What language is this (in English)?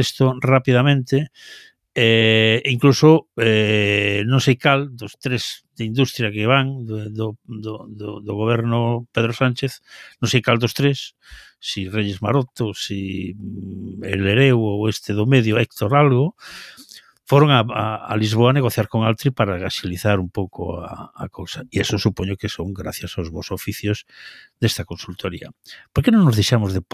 Galician